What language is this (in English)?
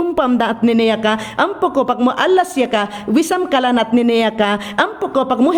Mayangna